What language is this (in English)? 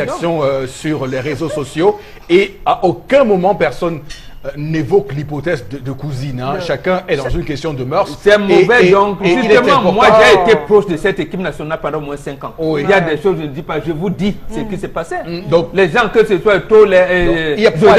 French